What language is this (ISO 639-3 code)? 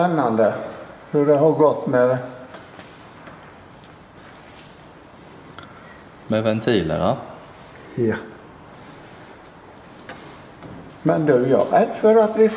swe